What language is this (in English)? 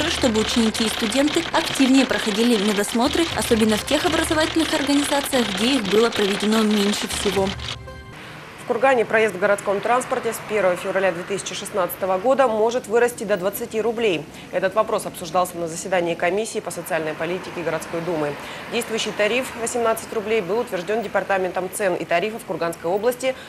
Russian